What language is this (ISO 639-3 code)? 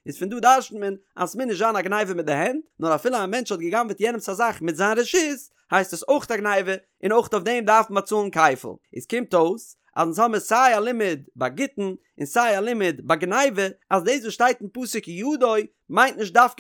yid